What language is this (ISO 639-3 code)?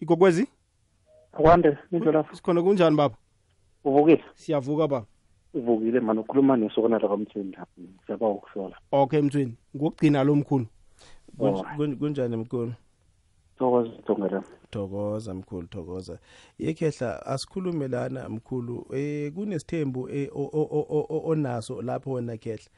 nbl